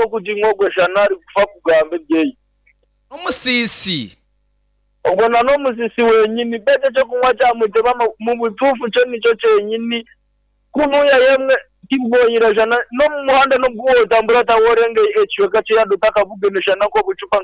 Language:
Nyankole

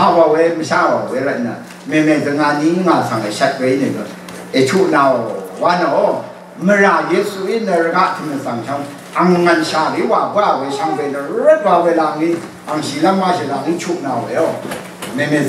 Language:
Rawang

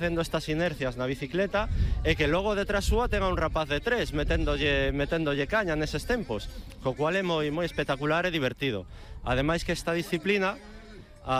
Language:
Galician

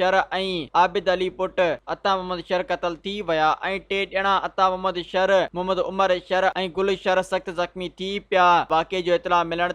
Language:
Sindhi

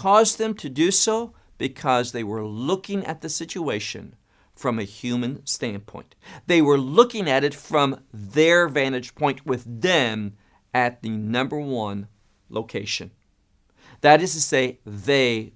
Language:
English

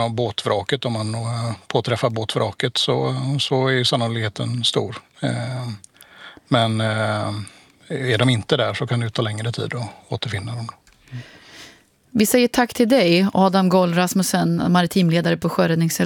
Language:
Swedish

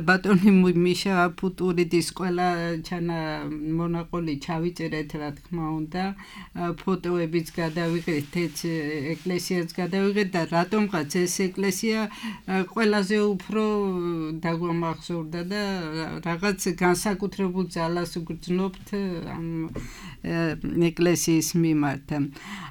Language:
Georgian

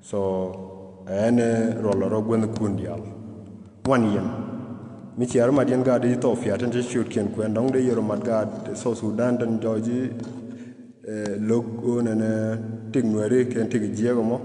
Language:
Nuer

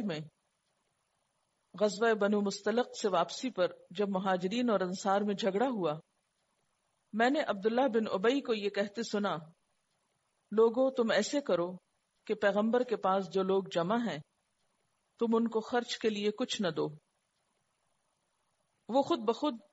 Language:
Urdu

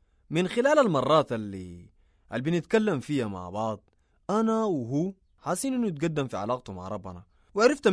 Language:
Sudanese Arabic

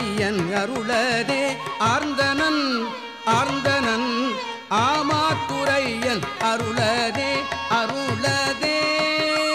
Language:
Tamil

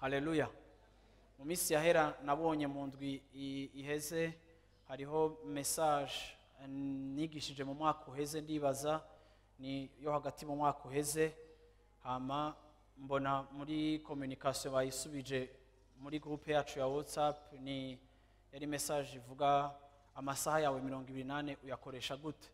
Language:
Rundi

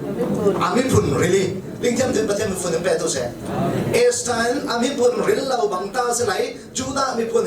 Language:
Falam Chin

